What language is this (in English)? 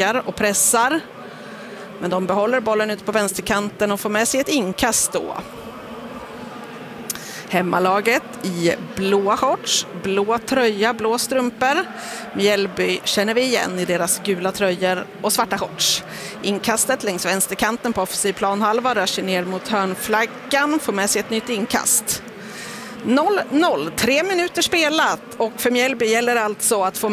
Swedish